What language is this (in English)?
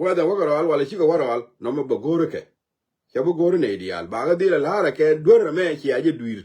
Nuer